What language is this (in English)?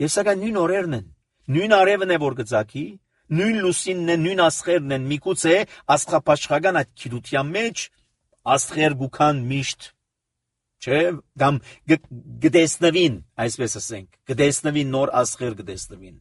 Armenian